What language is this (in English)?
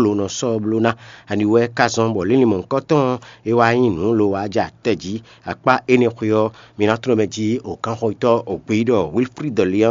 Fon